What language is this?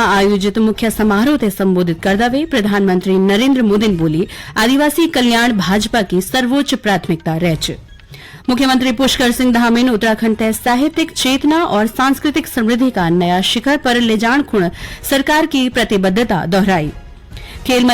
Garhwali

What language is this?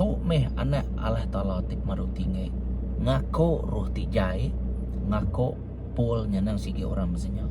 Iban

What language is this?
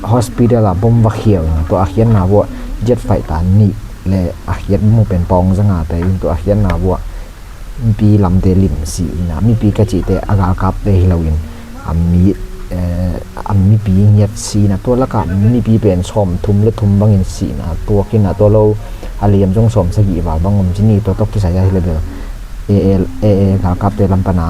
Tedim Chin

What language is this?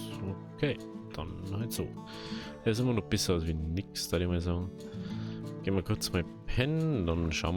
Bavarian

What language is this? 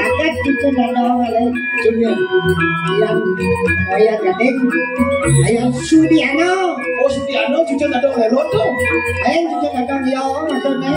Balinese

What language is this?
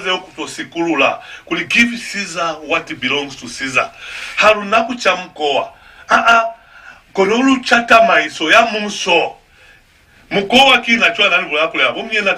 Lozi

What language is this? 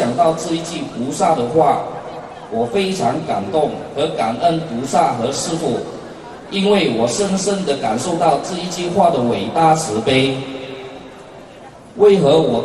Chinese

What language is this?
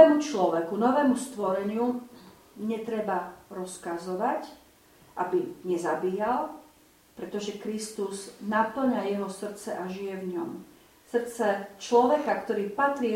Slovak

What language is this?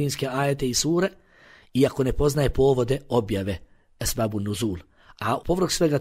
Bosnian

